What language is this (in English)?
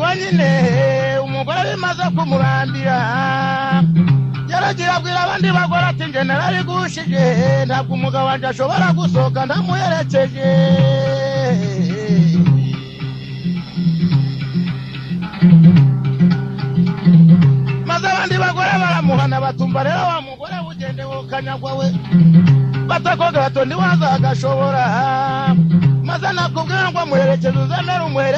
Kinyarwanda